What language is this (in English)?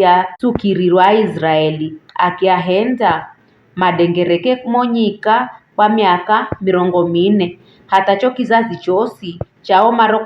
Giryama